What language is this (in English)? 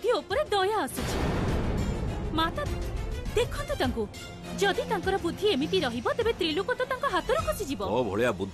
Odia